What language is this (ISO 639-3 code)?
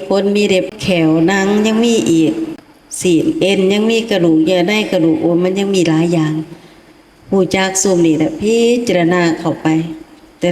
lao